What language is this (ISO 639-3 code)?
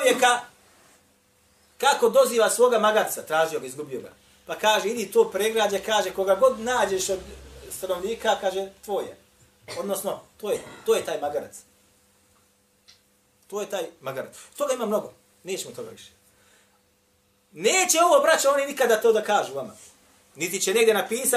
bos